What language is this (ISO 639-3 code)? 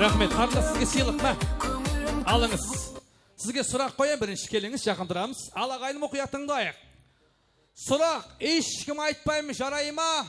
kaa